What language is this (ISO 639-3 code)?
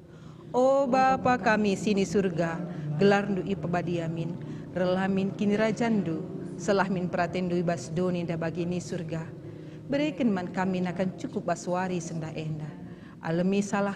btx